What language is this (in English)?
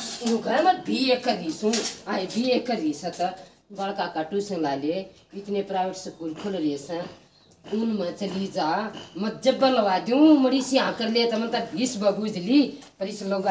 Haryanvi